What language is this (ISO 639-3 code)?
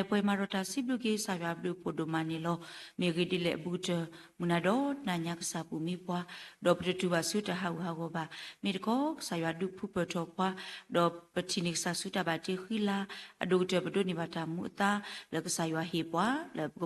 ksw